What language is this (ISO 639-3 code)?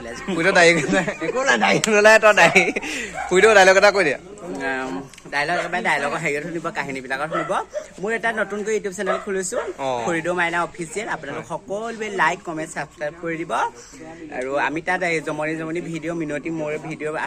asm